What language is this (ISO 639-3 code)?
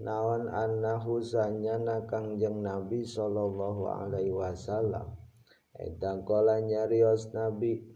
sun